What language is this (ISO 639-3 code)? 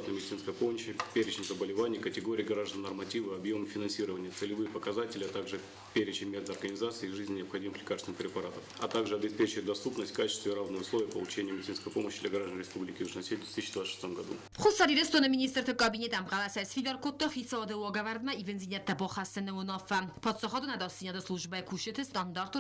oss